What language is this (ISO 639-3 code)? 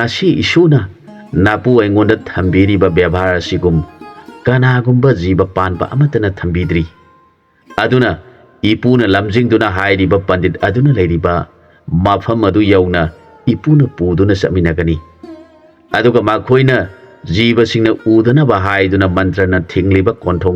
mni